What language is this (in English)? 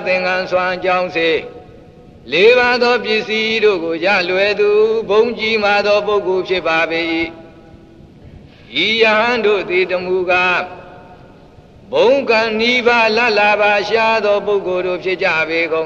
Burmese